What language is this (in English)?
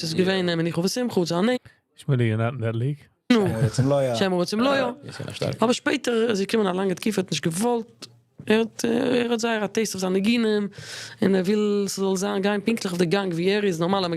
Yiddish